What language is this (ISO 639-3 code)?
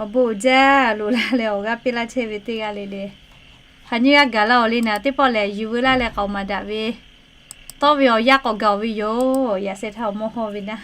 lhu